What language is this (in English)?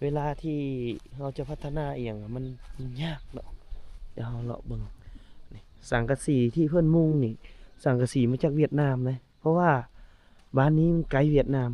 Lao